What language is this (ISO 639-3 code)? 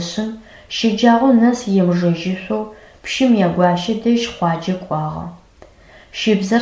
ady